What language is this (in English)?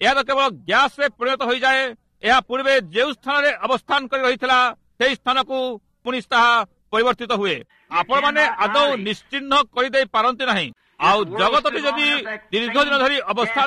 Odia